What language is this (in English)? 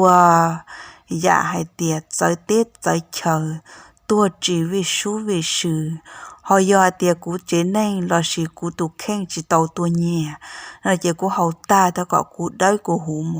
Hmong